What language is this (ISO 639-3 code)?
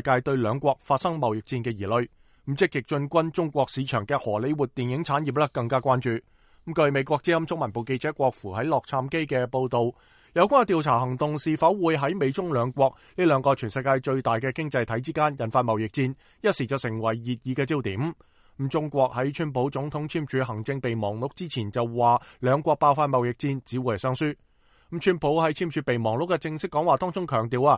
yue